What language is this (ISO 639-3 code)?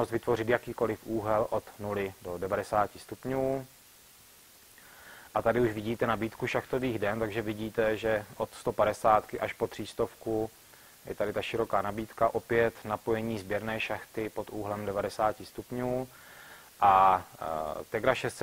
ces